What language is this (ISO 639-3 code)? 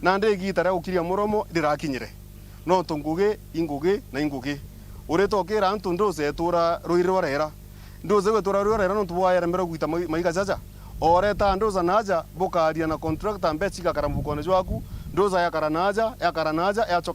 mer